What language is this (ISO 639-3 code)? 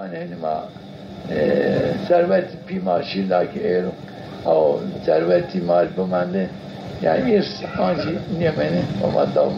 zza